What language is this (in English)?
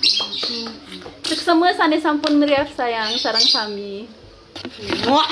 Balinese